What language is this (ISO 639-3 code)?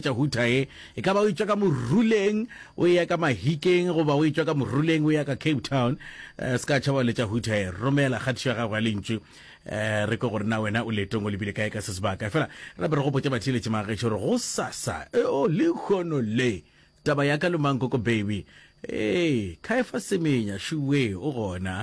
nso